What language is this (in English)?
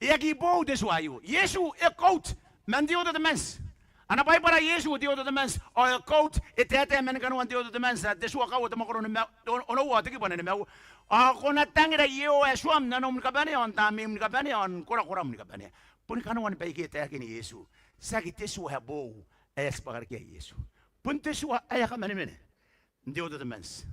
Gilbertese